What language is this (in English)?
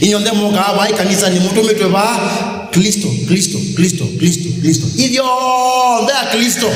Kamba